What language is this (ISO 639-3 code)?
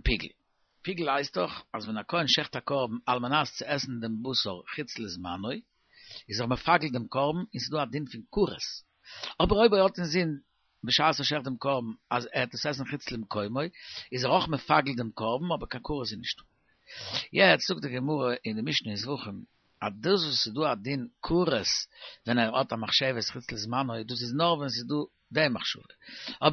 yid